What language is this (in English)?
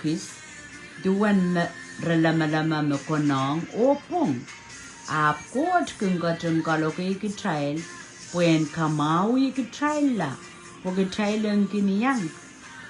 Pohnpeian